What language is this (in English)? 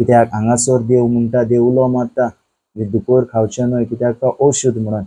Konkani